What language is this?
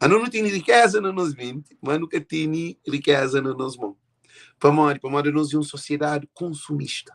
Kabuverdianu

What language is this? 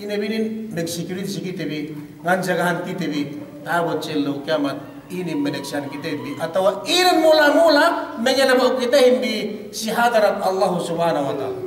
Yakan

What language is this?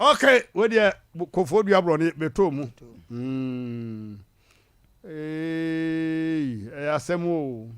Akan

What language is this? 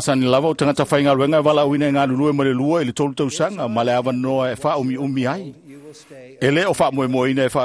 Samoan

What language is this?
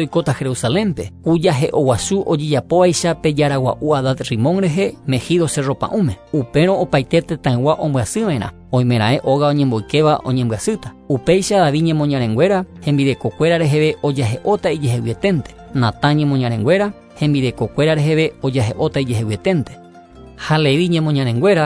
Guarani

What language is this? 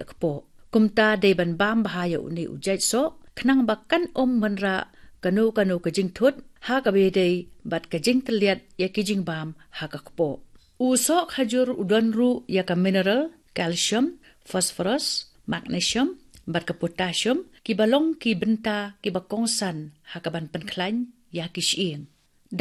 Khasi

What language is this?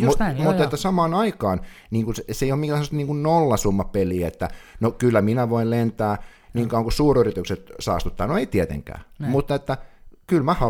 Finnish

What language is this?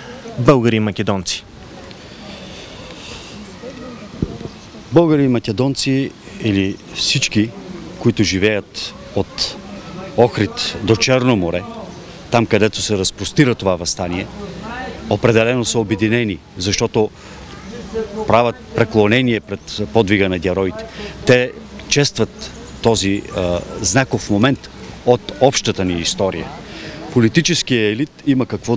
Bulgarian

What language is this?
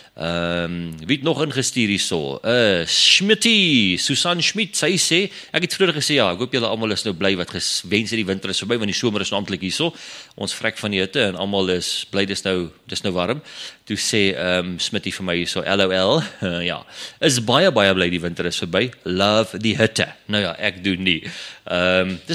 Afrikaans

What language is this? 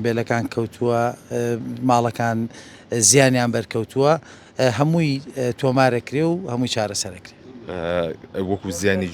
Central Kurdish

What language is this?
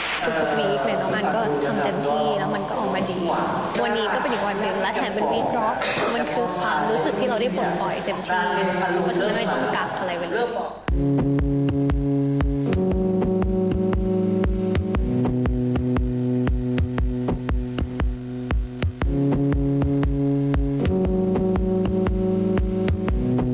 Thai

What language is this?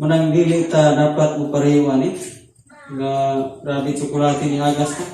Cebuano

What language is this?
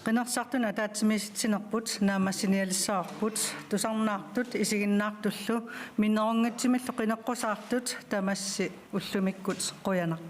Kalaallisut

